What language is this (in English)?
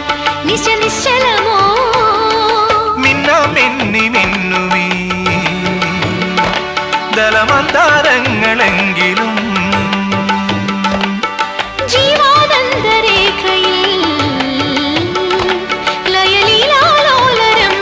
Malayalam